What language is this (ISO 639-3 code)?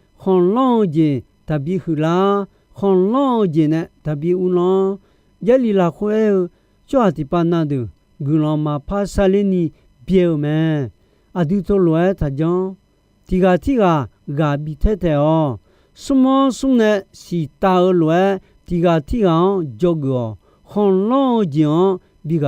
ahk